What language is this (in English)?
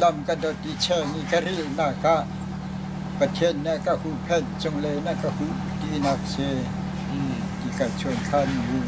Hakha Chin